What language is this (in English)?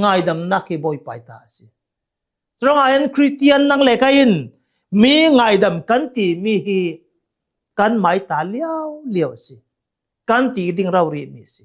Hakha Chin